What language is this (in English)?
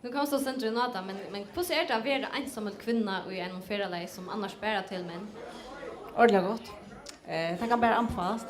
Faroese